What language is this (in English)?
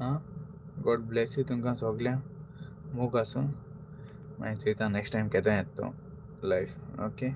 Konkani